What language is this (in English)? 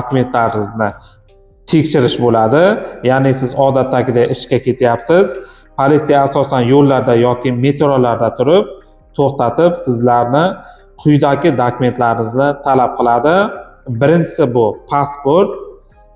Uzbek